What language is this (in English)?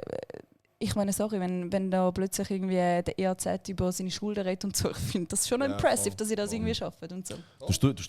Swiss German